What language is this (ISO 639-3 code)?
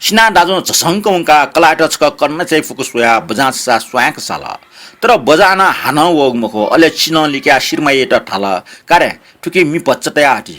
new